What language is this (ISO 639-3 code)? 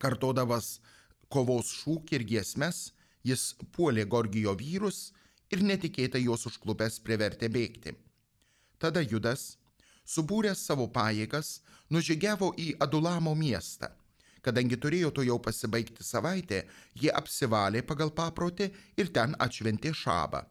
lit